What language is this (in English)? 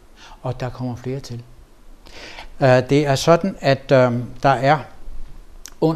Danish